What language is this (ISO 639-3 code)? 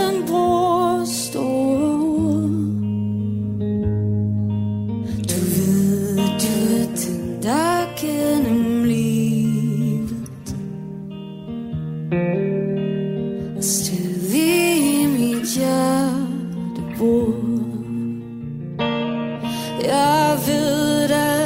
dan